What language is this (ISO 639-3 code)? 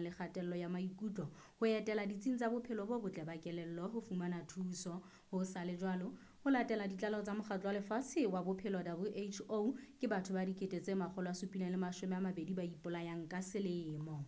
sot